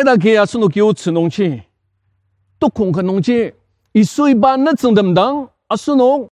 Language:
Ao Naga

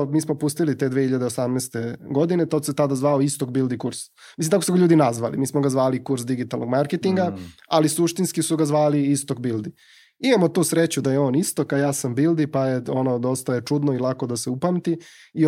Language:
Serbian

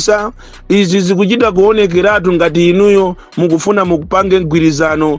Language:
Nyanja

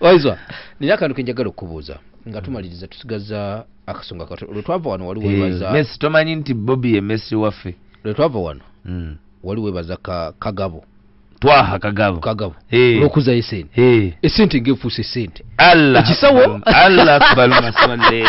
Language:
Ganda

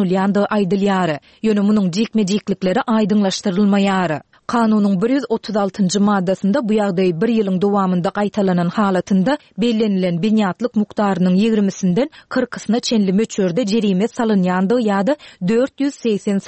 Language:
Turkmen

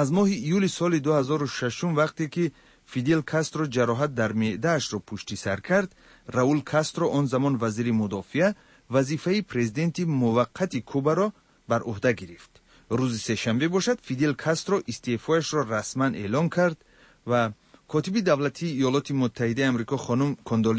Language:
Persian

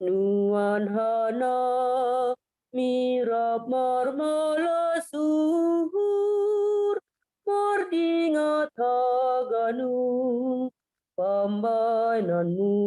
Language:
Batak Simalungun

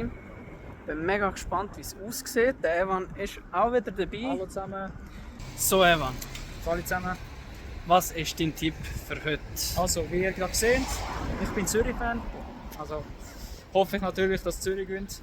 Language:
Swiss German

